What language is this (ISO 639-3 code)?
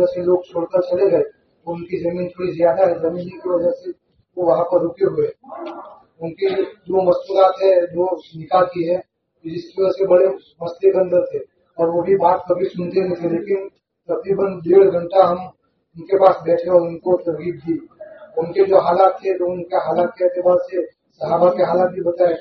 urd